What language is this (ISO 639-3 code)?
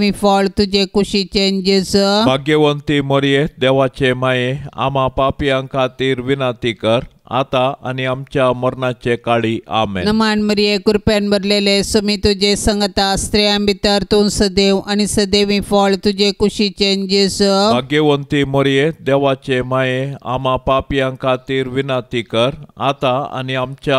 kok